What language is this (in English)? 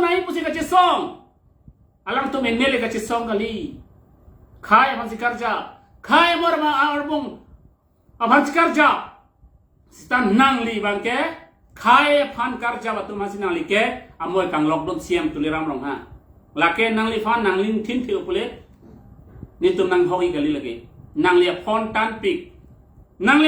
Karbi